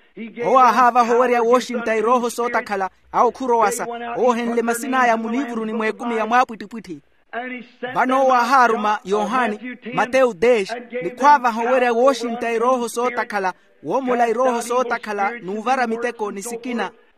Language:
Makhuwa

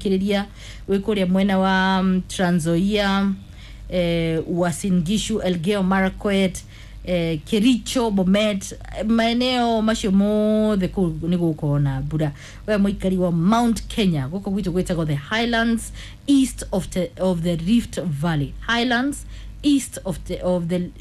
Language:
Kikuyu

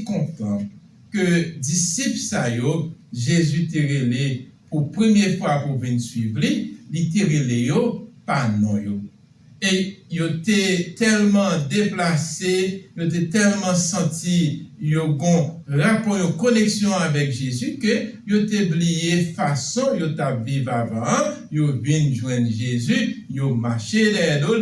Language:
Haitian Creole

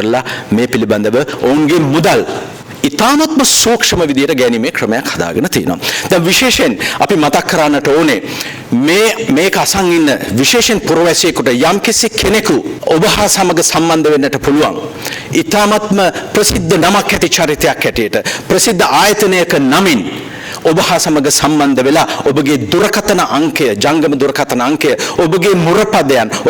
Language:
Sinhala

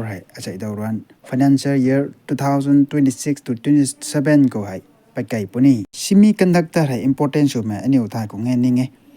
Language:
Rongmei Naga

